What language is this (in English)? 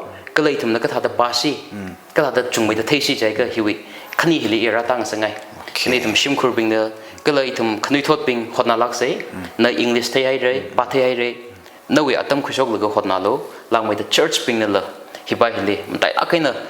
Tangkhul Naga (India)